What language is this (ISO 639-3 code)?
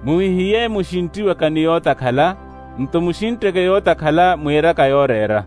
vmw